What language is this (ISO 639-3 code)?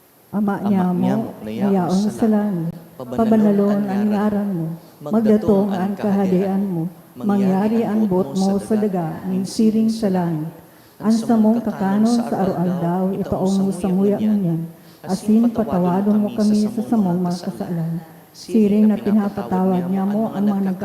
bik